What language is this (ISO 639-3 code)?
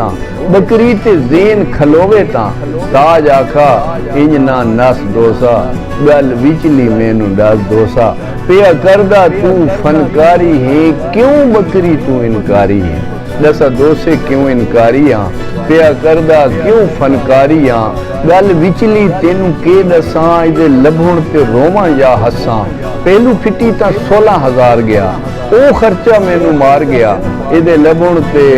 skr